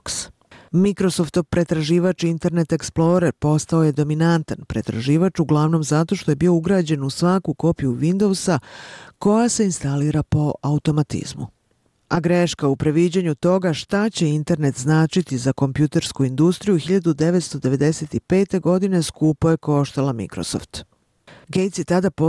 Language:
Serbian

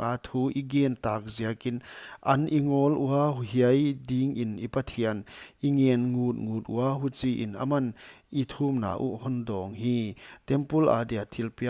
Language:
Paite Chin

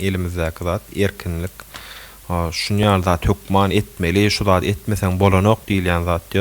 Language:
Turkmen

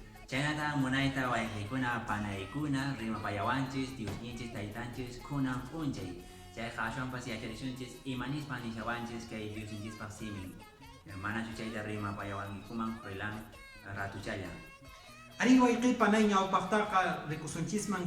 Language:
Quechua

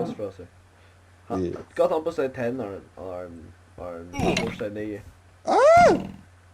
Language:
Faroese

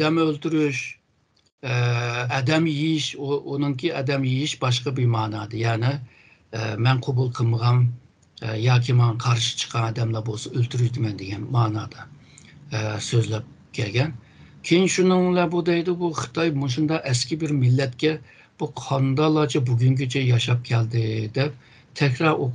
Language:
Uyghur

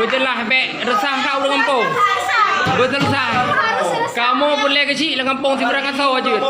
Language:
Achinese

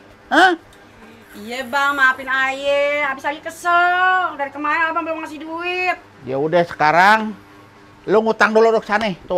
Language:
Betawi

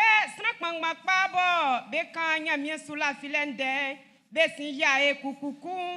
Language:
Baoulé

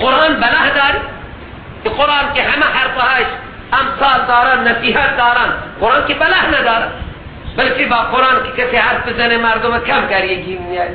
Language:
Persian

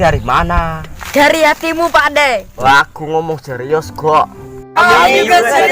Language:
Banjar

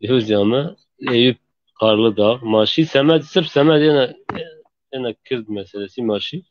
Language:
Zaza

